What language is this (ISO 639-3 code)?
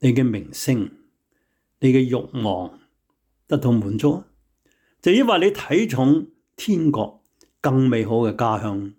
yue